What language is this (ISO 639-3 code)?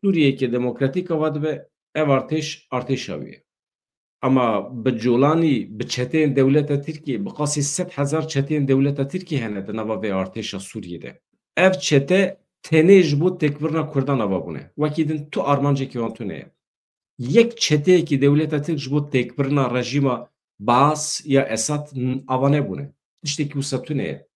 kur